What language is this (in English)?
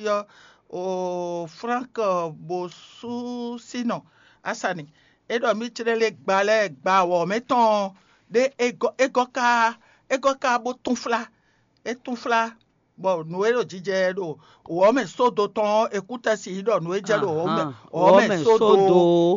Fon